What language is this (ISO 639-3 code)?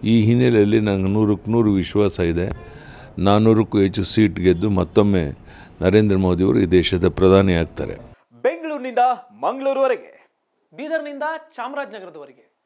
kan